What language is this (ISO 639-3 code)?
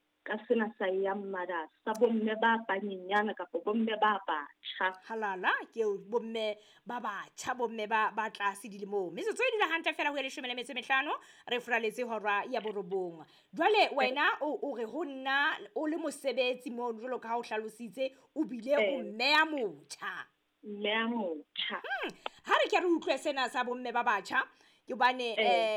sot